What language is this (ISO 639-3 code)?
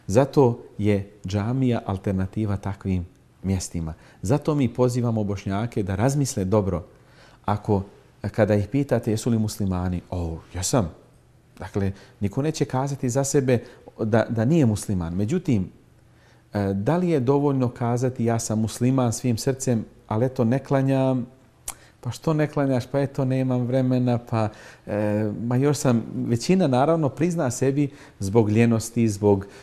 bos